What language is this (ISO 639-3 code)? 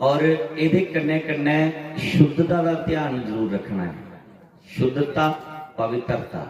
doi